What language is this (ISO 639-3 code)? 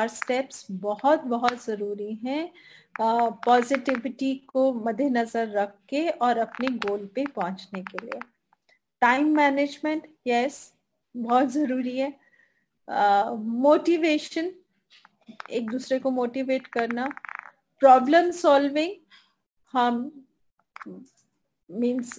hin